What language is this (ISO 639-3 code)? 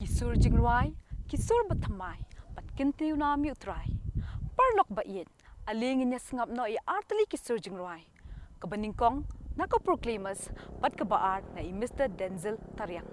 kha